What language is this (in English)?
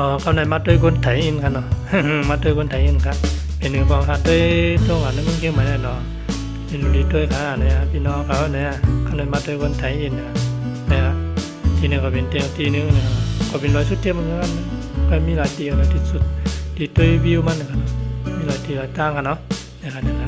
Shan